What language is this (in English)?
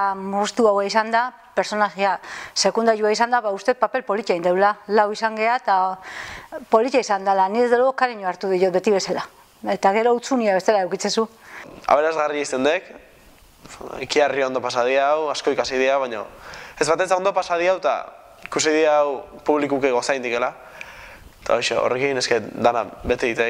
Basque